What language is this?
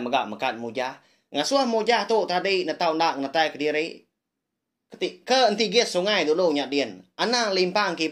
Iban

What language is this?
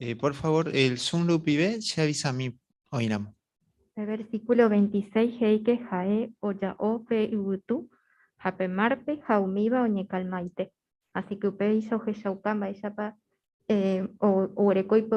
Guarani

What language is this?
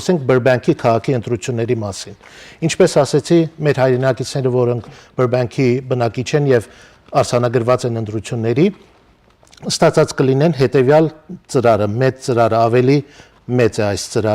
Western Armenian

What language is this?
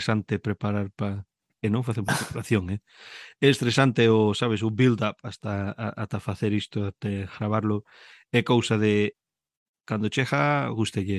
Galician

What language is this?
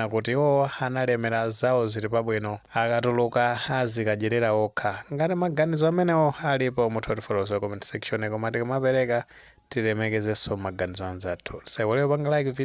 Nyanja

